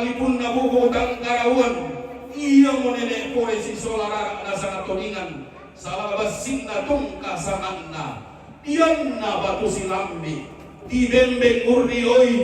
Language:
Toraja-Sa'dan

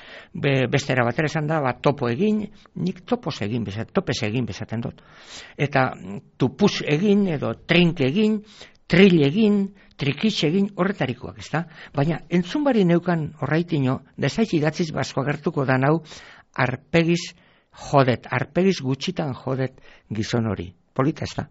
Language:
Basque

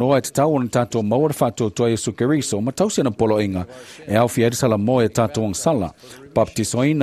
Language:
Samoan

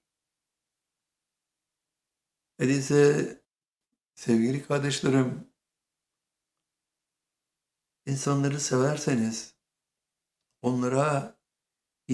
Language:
Turkish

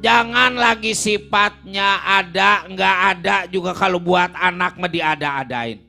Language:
Betawi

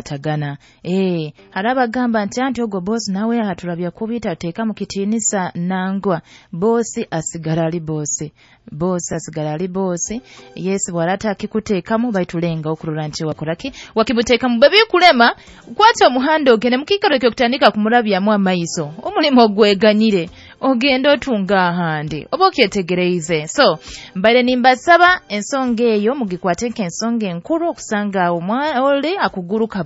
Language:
Nyoro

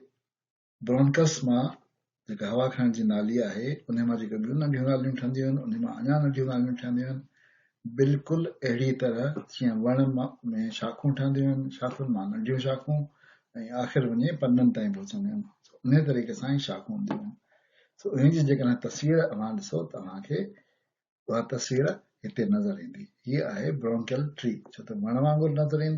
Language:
Sindhi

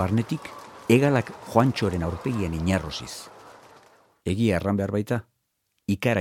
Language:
Basque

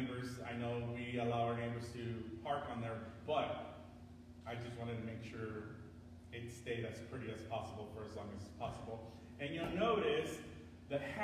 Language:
English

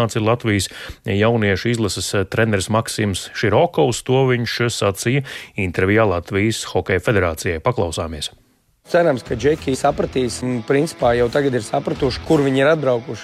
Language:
Latvian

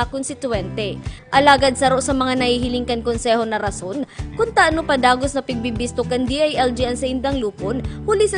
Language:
Bikol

